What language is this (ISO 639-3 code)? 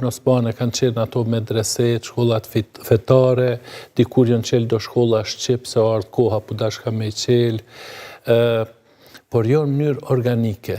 sqi